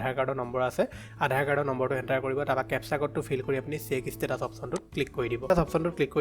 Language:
Assamese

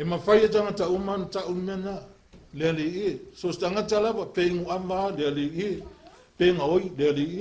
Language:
Samoan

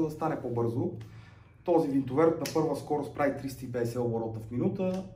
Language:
Bulgarian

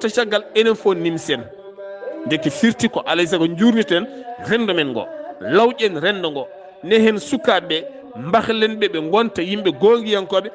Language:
Fula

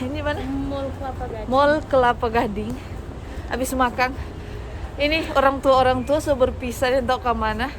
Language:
Manado Malay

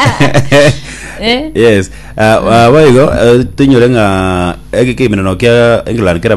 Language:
Gusii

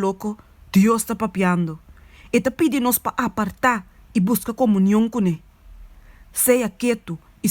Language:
Papiamento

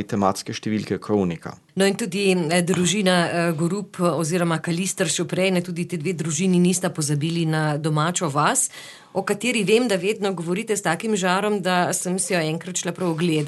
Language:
Slovenian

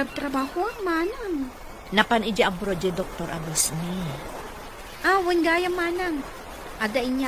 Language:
Iloko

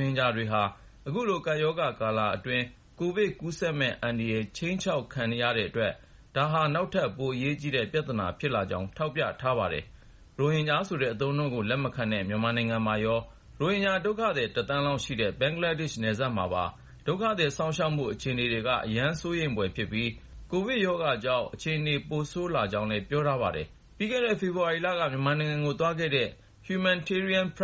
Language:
Burmese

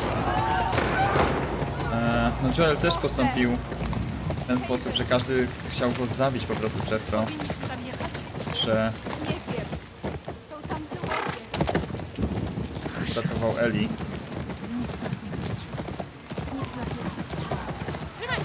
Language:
Polish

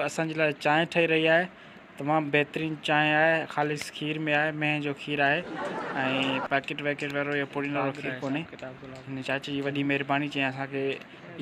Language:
Sindhi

